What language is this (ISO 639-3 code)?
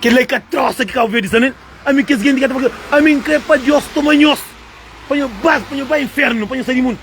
kea